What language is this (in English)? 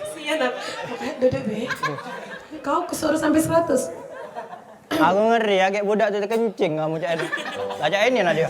Musi